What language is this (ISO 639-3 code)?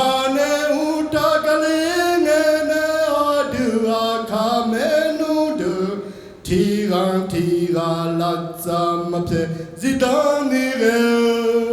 ahk